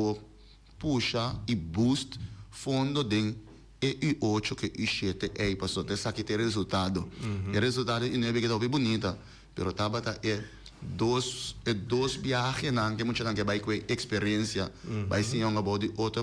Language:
Papiamento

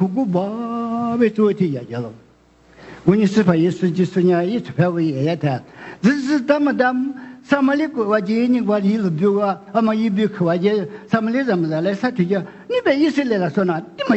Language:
Lisu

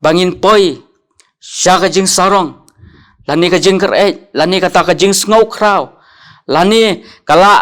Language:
Khasi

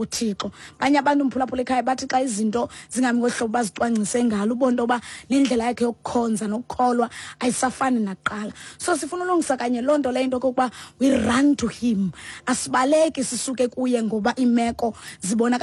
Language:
Xhosa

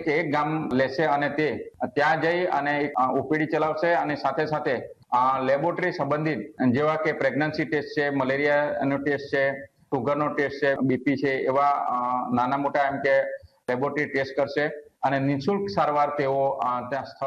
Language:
Gujarati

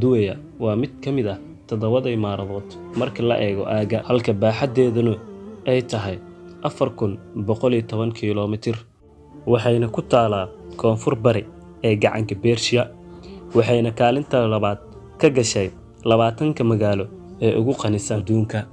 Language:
Somali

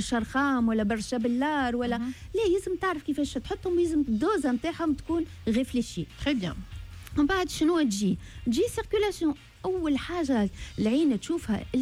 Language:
Tunisian Arabic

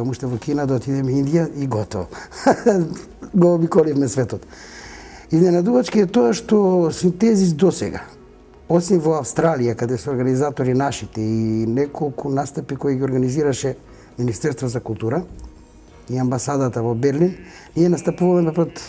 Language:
Macedonian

